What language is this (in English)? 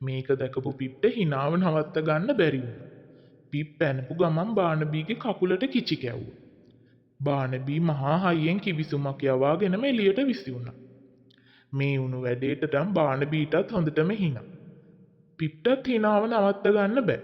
Sinhala